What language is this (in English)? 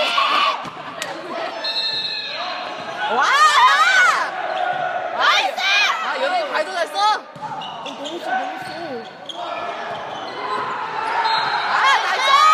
Korean